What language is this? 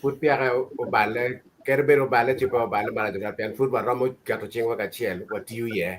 Acoli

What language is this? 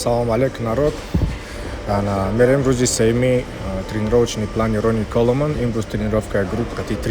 Tajik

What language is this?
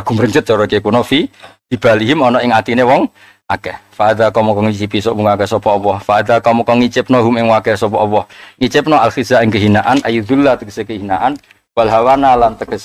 Javanese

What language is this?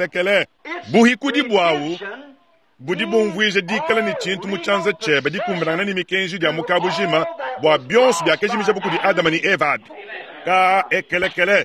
Luba-Lulua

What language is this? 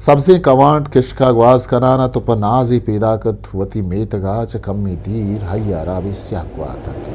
Eastern Balochi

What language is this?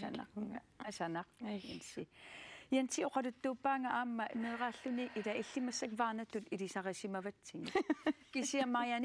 Kalaallisut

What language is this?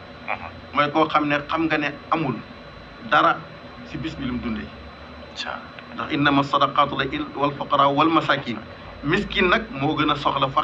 Wolof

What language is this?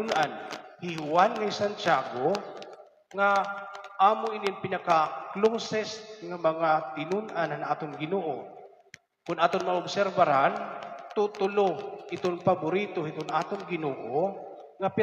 Waray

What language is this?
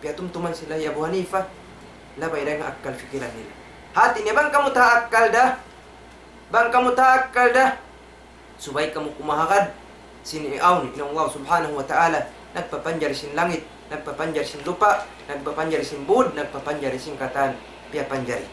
Tausug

